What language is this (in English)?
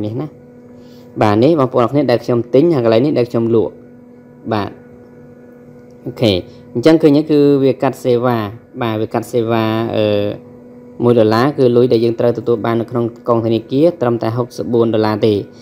Khmer